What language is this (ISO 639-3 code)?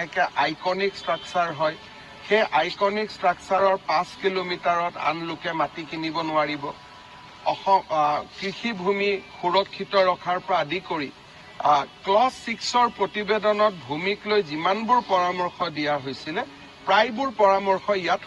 asm